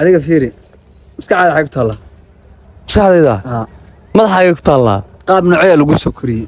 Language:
Somali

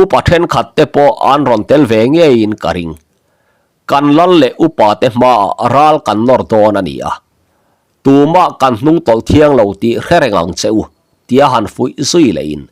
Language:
Mizo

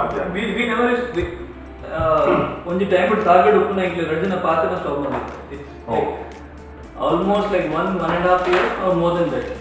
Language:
Tulu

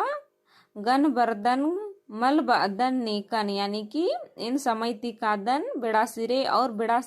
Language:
Kurukh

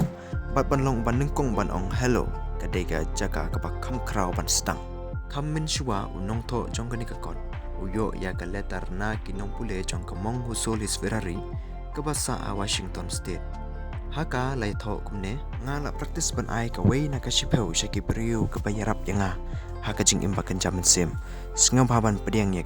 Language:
Khasi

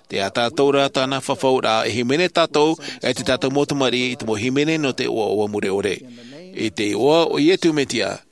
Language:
Tahitian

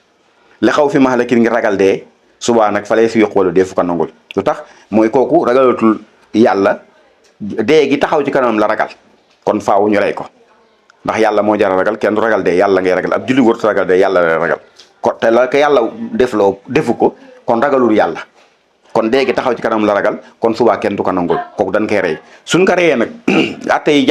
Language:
Wolof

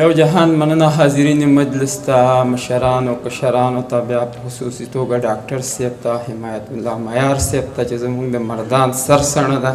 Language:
Pashto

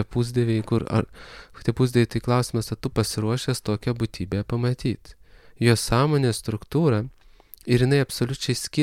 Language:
Lithuanian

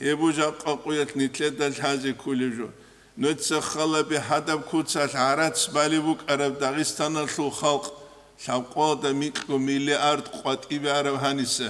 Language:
Avaric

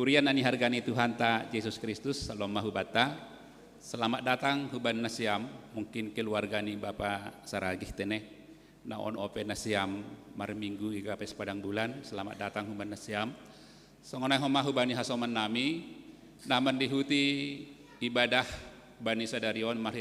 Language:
Batak Simalungun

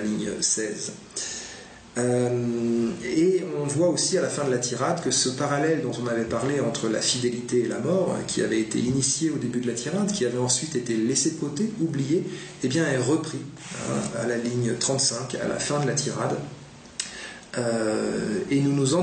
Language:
French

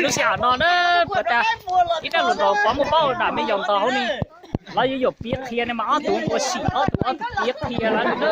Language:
Hmong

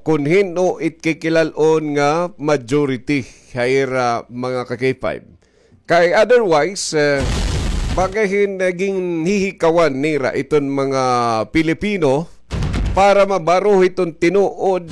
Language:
Waray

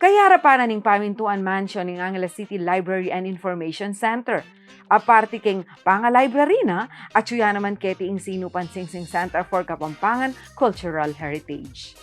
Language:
Pampanga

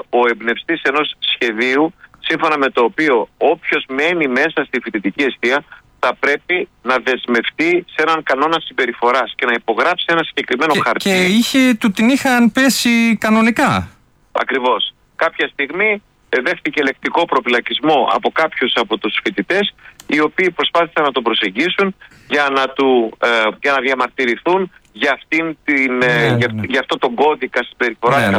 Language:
Greek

